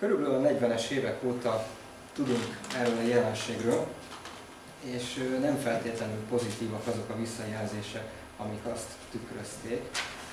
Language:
Hungarian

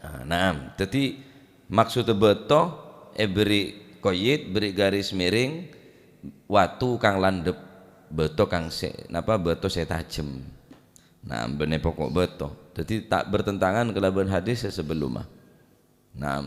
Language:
Madurese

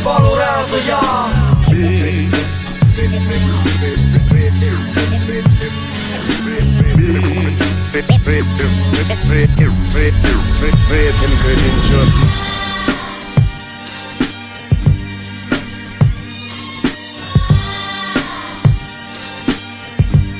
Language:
Romanian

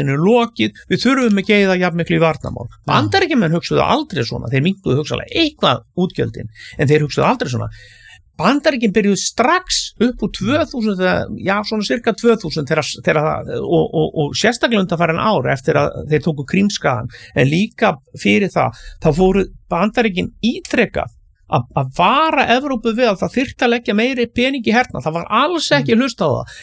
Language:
Icelandic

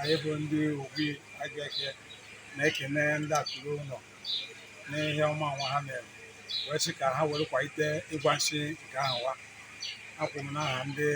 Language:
Igbo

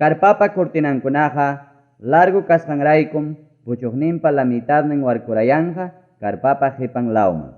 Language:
Ayacucho Quechua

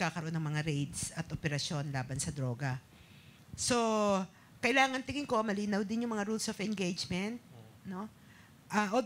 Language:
Filipino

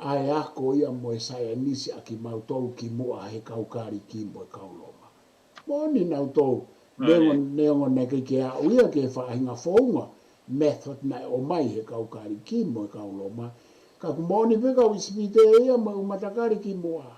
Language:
Tongan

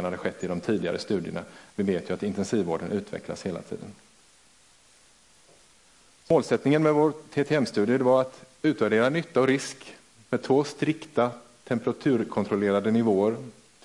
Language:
Swedish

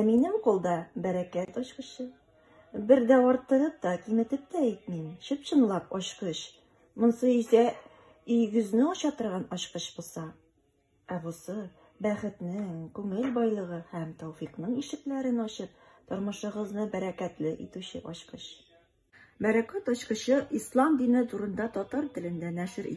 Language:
Bashkir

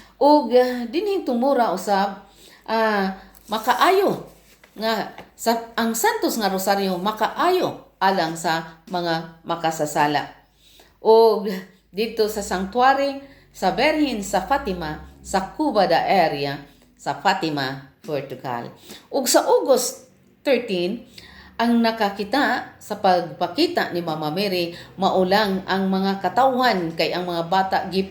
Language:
Cebuano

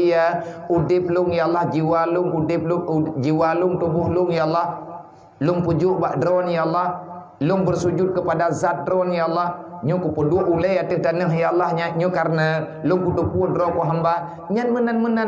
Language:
Achinese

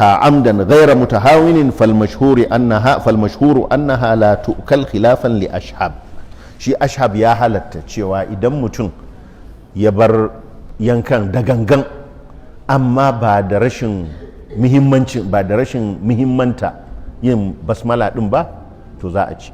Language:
Hausa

